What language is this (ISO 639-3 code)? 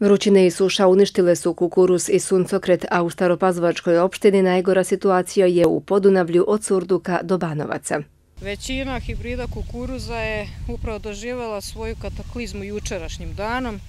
srp